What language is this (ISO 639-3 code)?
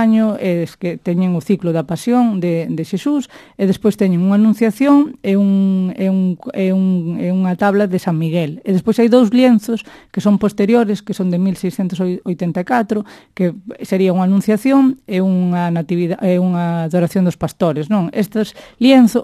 glg